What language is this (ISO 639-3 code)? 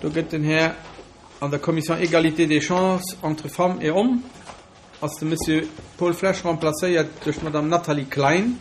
ltz